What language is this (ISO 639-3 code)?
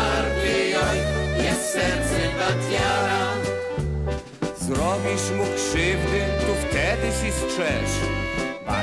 pol